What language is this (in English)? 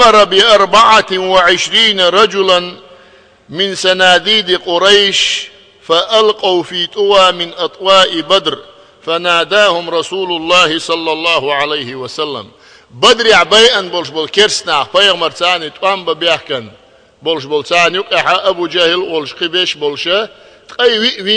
Chechen